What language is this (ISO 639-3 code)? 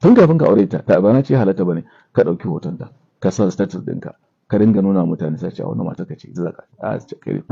hau